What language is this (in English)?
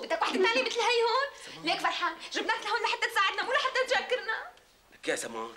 North Levantine Arabic